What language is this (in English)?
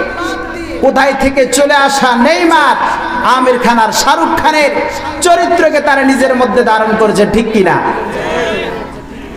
Bangla